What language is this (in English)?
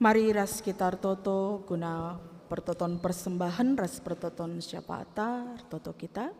Batak Karo